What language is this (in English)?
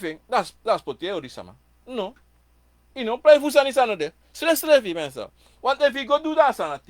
Sranan Tongo